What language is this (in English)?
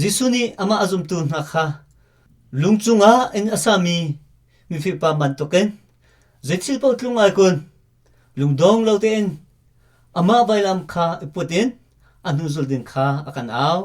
Hakha Chin